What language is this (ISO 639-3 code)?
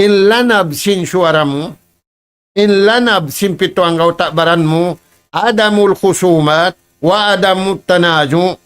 tsg